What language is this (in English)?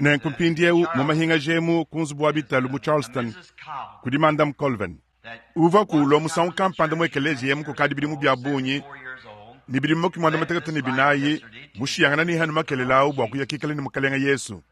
Luba-Lulua